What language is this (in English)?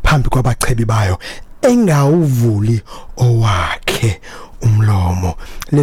Xhosa